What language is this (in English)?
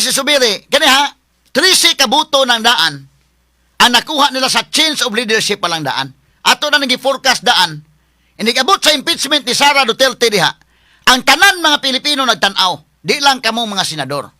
Cebuano